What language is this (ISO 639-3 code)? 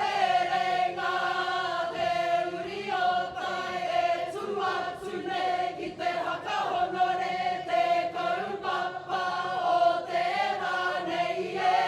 mri